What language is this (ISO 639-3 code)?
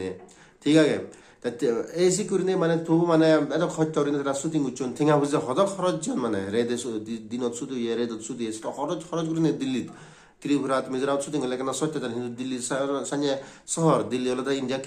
ccp